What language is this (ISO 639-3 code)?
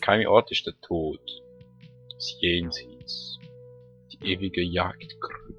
gsw